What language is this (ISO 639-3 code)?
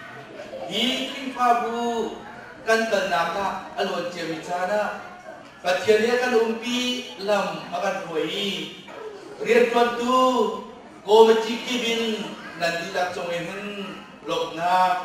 cnh